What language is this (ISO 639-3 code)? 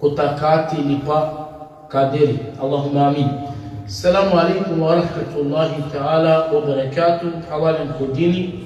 rmn